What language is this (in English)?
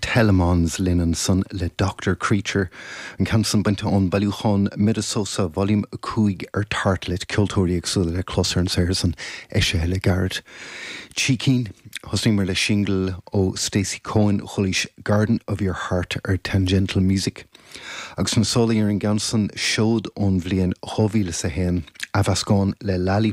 Irish